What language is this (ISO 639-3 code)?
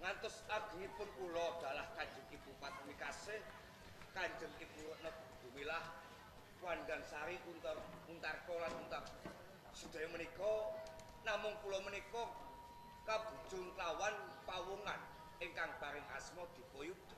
jav